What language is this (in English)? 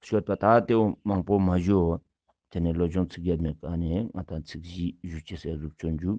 Ladakhi